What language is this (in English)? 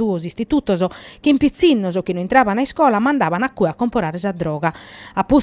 Sardinian